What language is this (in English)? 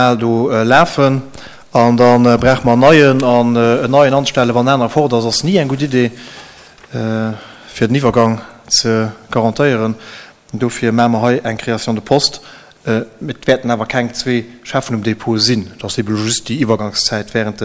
Luxembourgish